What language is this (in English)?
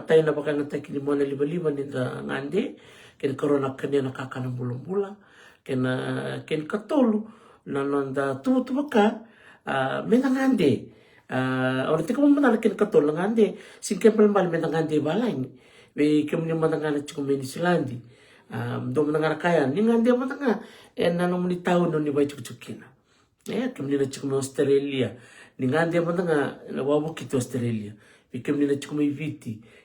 Fijian